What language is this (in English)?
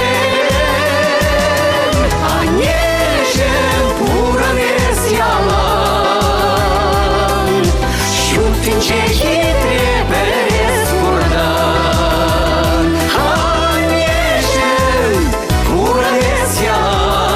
Chuvash